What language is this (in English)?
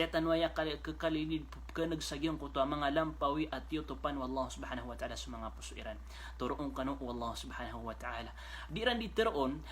Maranao